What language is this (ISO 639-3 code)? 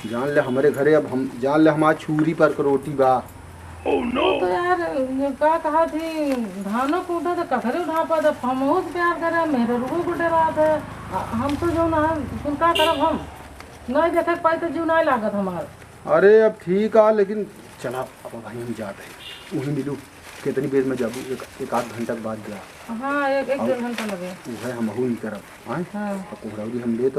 awa